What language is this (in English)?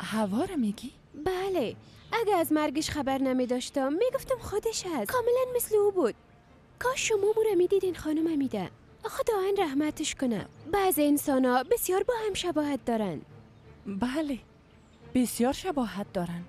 Persian